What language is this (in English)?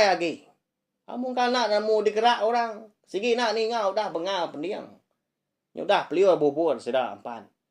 Iban